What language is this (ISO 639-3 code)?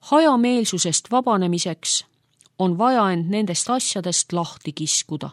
est